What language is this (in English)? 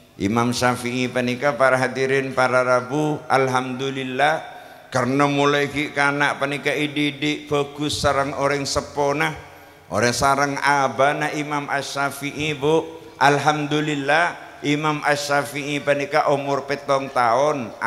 Madurese